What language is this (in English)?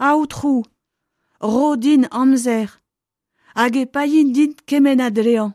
Breton